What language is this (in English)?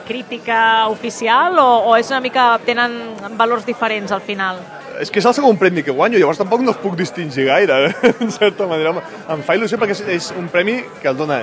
Catalan